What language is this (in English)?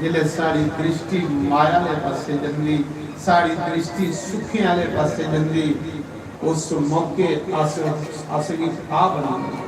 Dogri